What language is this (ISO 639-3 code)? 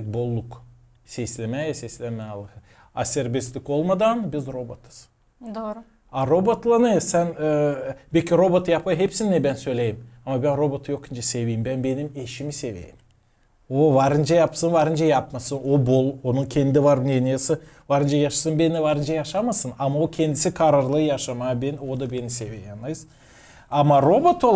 gag